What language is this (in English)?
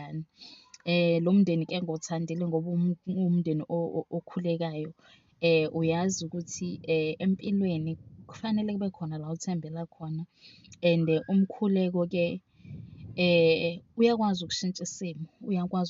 Zulu